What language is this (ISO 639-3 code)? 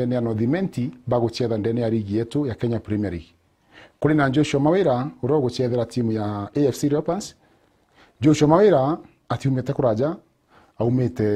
mer